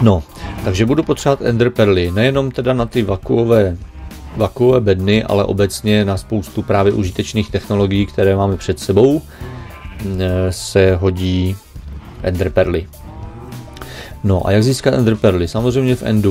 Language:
Czech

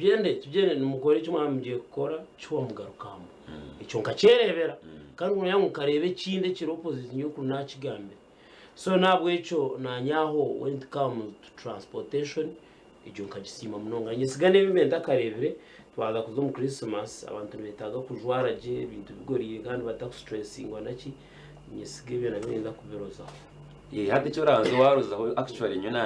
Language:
Nyankole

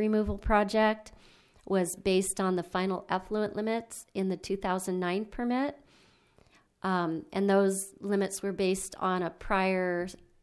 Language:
English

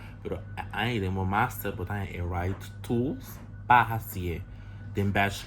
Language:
Papiamento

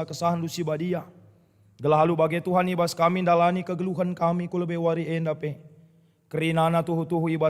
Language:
Batak Karo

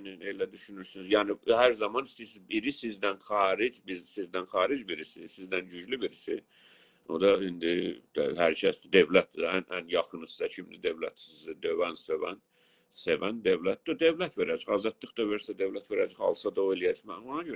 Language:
South Azerbaijani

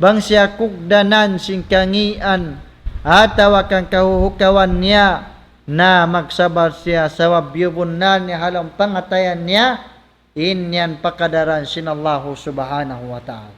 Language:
Tausug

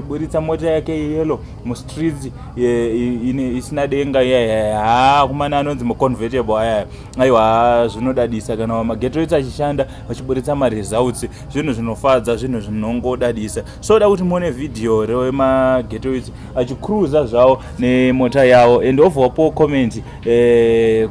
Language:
Shona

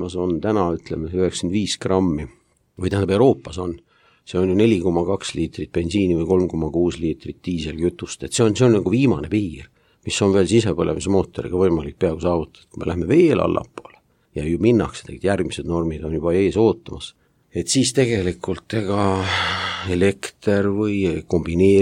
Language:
Estonian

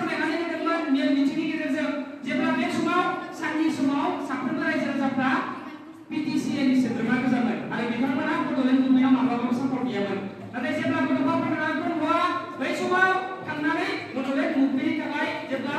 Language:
Bodo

